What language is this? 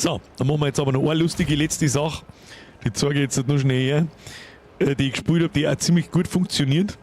Bavarian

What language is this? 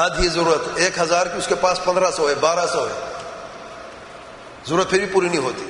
Urdu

